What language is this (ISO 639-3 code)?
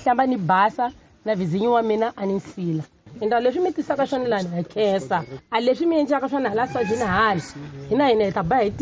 tso